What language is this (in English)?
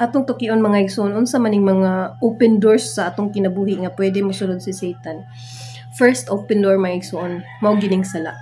Cebuano